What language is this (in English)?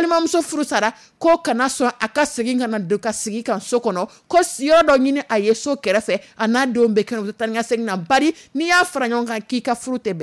Dyula